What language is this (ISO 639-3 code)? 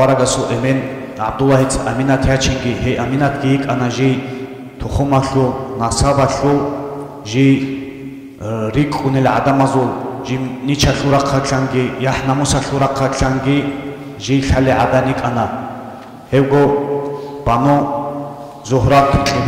ava